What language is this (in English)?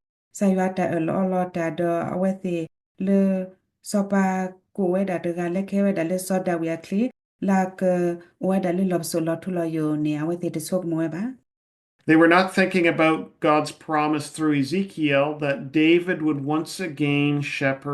S'gaw Karen